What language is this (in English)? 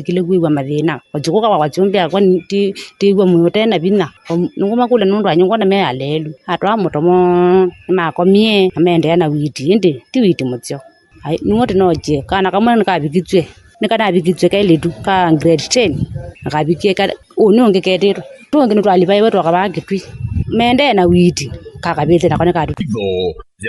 Kamba